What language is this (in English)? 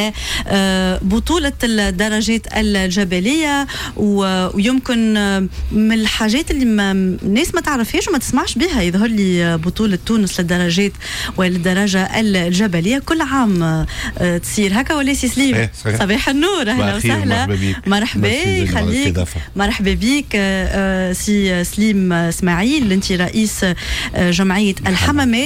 Tunisian Arabic